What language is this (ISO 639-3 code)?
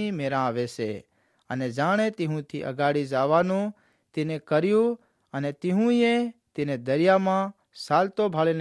guj